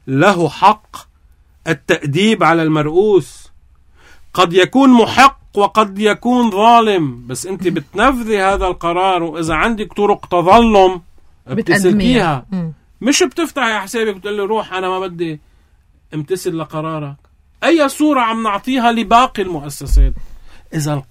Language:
North Levantine Arabic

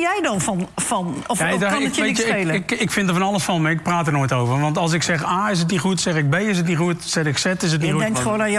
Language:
Dutch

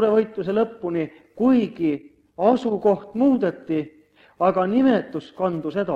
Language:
Estonian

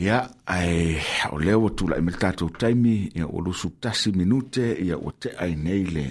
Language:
Samoan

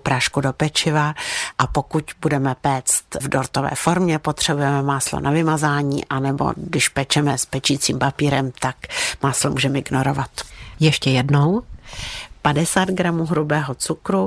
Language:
Czech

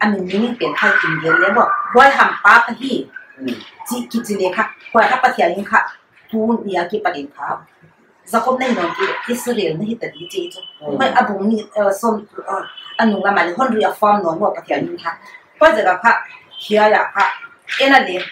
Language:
Paite Chin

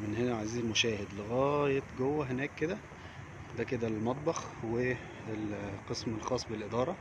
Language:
Egyptian Arabic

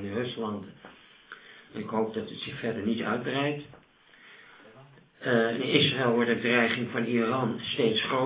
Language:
Dutch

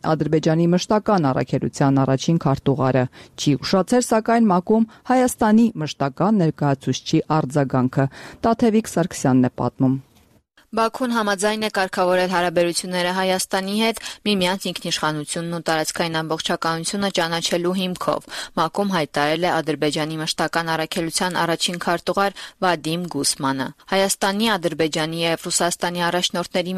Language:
Armenian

